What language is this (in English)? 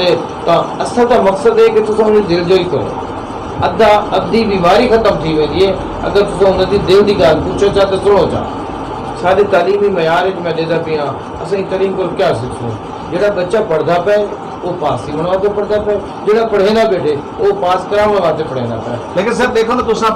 Saraiki